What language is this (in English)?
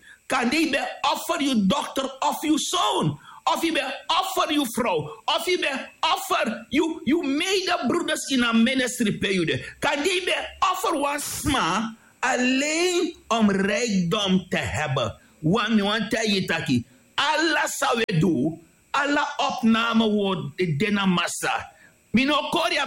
Sranan Tongo